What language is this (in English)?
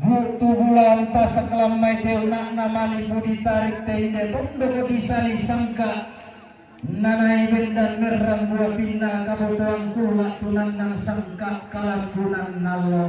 Toraja-Sa'dan